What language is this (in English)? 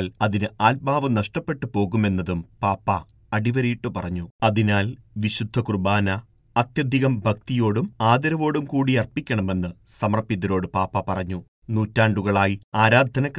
Malayalam